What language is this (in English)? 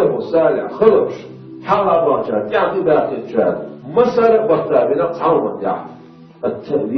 Chechen